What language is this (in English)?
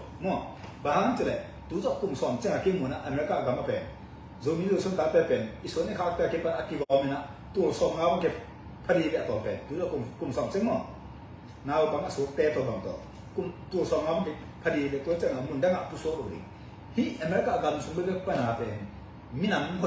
Tedim Chin